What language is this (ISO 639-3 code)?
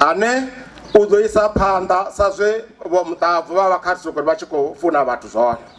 ven